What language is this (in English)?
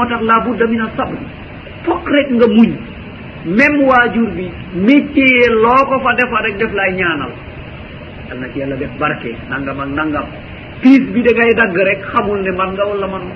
Wolof